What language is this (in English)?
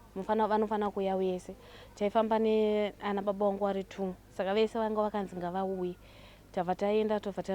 Shona